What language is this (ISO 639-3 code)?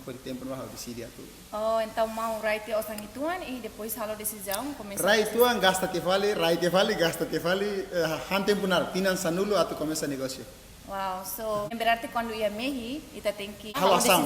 tet